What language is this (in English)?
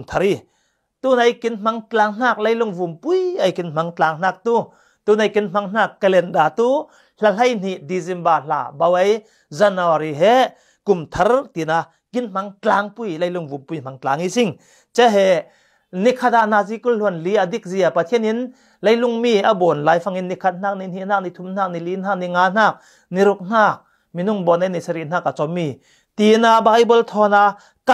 Falam Chin